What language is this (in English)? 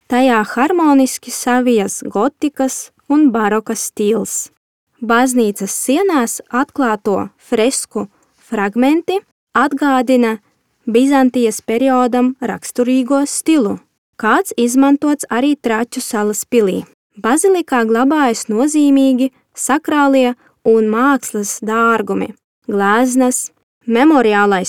Latvian